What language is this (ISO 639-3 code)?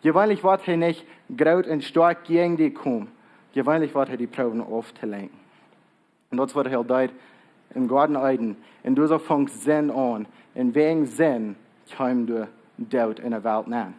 pdt